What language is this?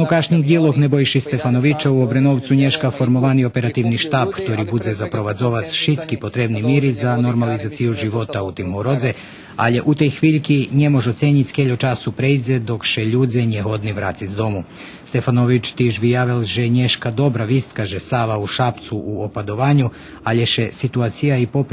Rusyn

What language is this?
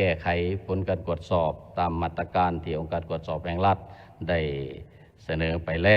Lao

